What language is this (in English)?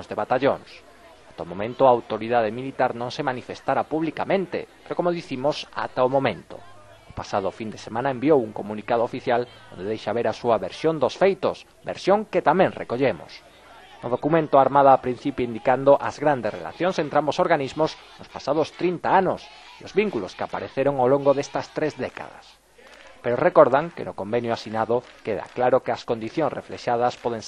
Galician